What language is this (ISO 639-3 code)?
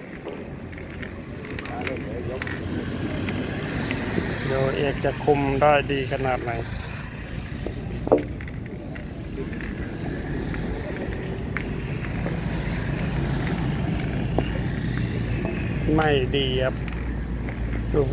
tha